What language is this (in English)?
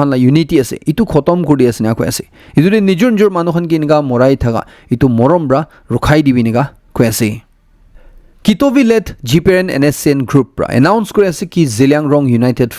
Naga Pidgin